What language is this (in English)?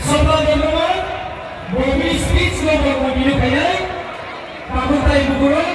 Kok Borok